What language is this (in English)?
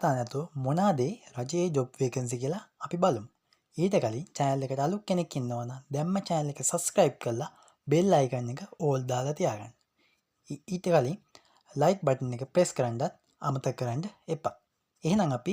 Sinhala